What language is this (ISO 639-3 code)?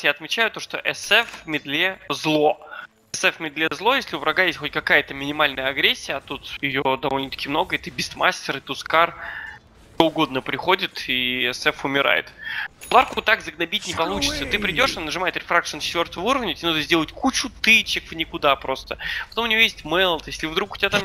rus